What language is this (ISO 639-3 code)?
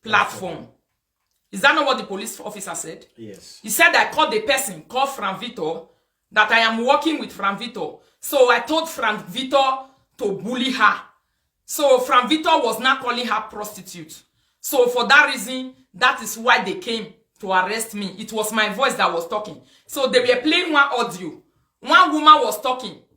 pcm